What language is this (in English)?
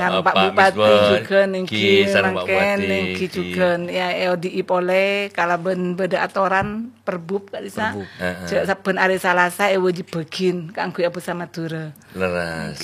Madurese